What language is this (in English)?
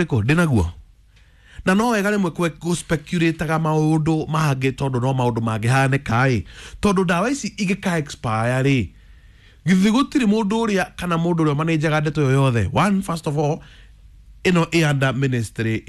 Kikuyu